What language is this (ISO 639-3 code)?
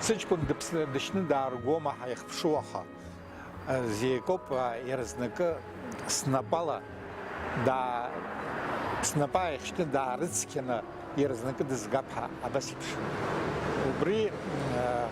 abk